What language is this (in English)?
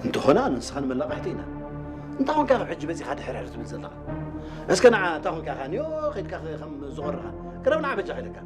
Tigrinya